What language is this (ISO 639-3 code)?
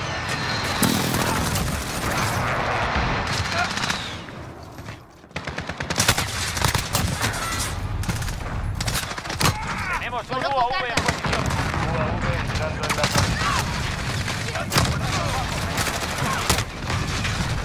spa